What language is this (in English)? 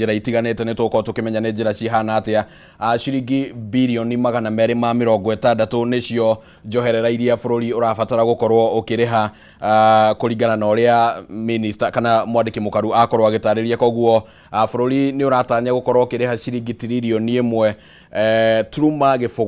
Kikuyu